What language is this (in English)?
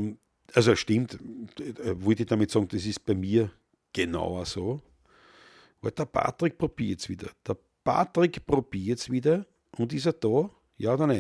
Bavarian